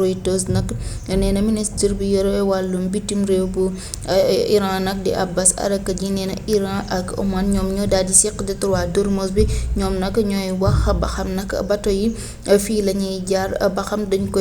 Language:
Wolof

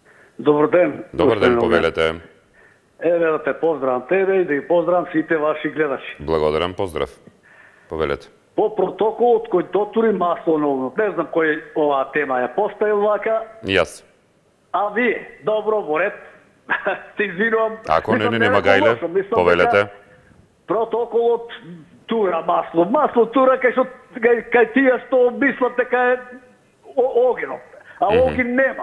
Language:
Macedonian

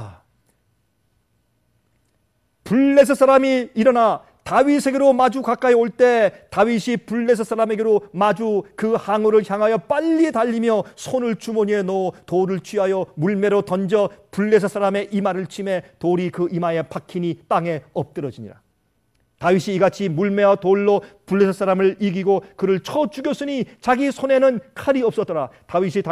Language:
Korean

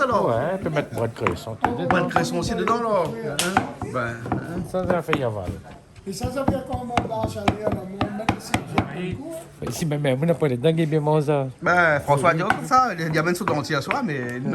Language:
Réunion Creole French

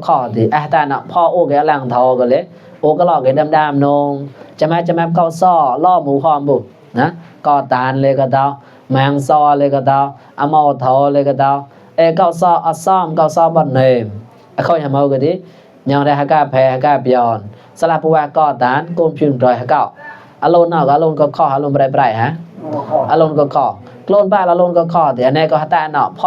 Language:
Mon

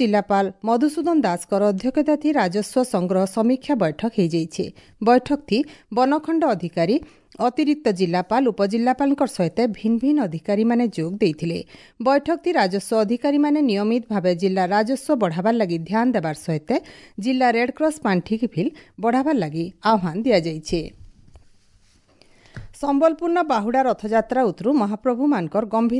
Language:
Odia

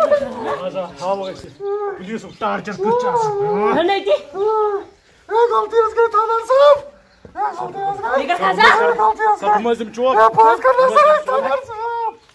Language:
Kashmiri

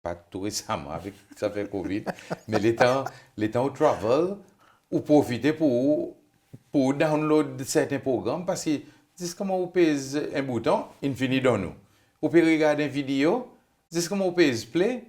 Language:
Seselwa Creole French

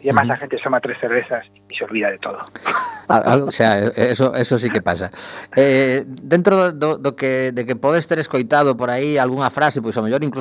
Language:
Galician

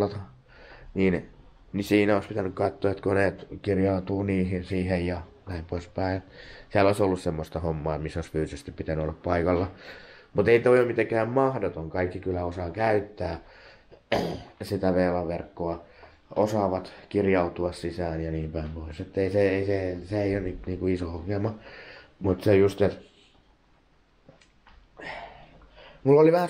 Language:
Finnish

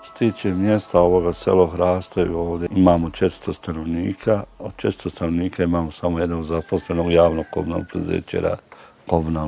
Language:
Bosnian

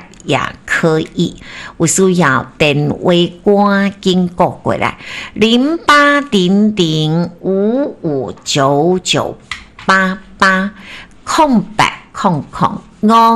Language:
Min Nan Chinese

